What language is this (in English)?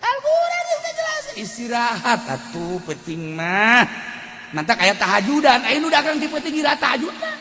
Sundanese